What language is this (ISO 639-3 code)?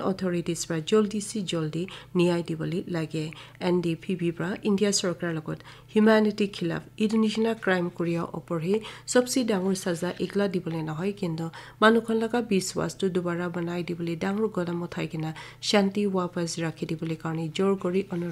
nag